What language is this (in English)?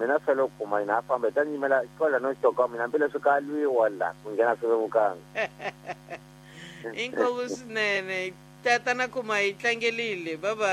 Tsonga